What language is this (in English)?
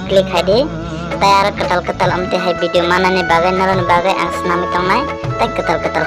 Kok Borok